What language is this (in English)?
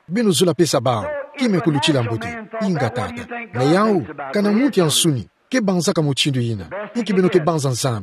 Kituba (Democratic Republic of Congo)